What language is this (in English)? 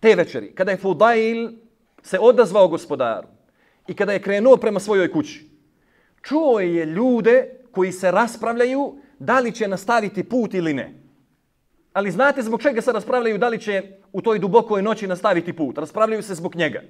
Bosnian